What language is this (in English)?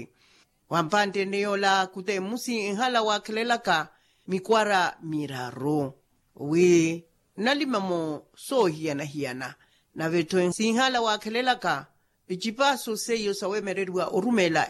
Makhuwa